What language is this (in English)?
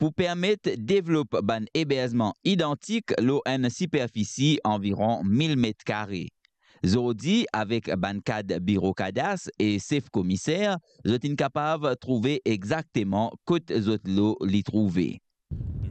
Morisyen